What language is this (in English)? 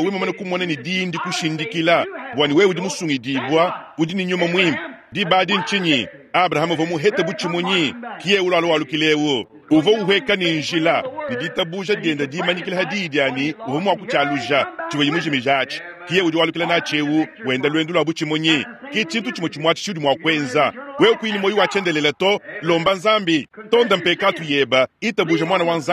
Luba-Lulua